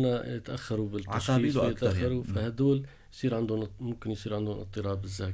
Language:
North Levantine Arabic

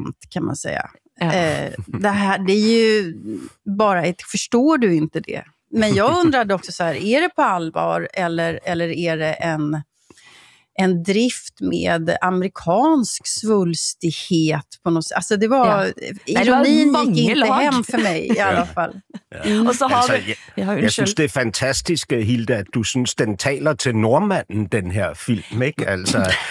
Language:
Swedish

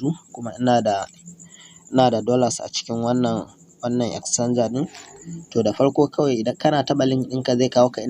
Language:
Hausa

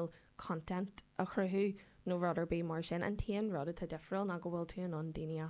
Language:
Irish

